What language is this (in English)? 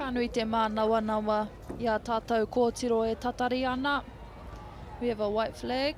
Māori